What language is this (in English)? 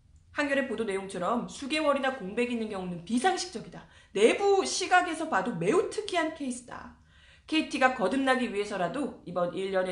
Korean